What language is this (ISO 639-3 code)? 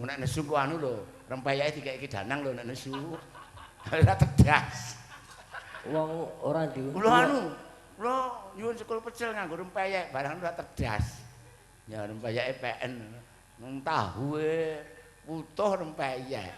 jav